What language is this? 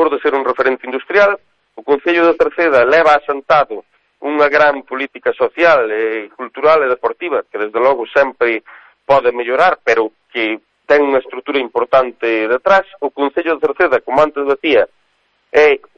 Galician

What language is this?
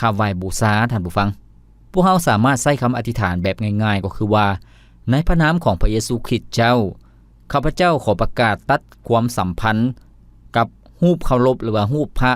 Lao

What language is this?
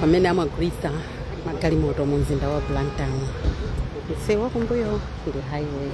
Nyanja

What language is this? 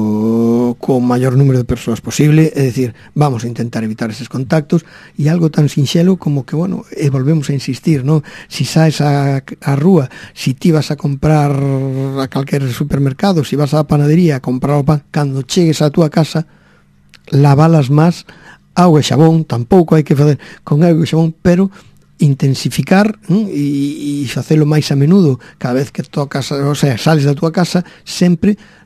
Galician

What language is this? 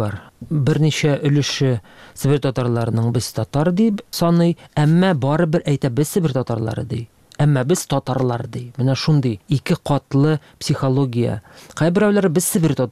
Tatar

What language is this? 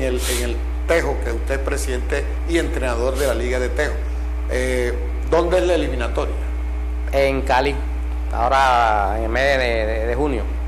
Spanish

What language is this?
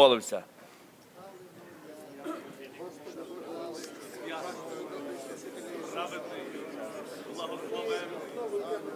Ukrainian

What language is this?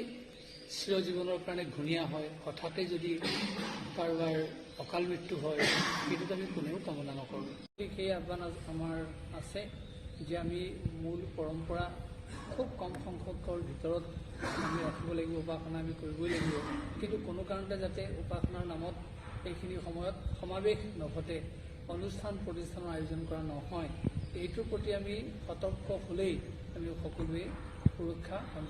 Assamese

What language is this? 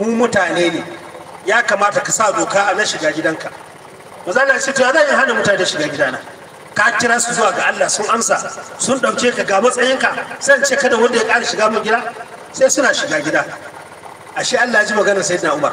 Hausa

